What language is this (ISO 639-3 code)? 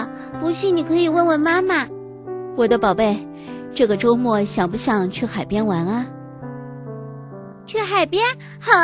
zho